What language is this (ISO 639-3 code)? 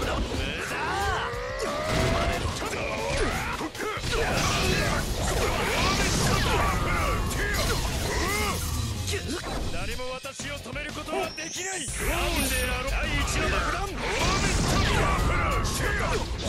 jpn